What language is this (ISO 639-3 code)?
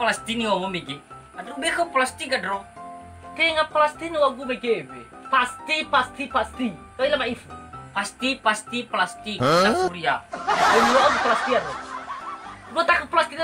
nia